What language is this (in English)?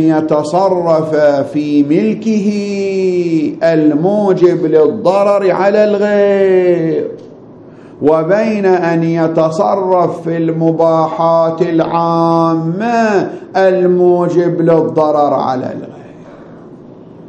Arabic